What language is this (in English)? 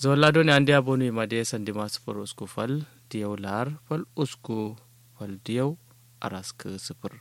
Kanuri